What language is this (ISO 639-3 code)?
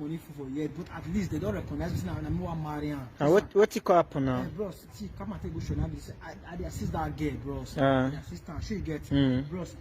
pcm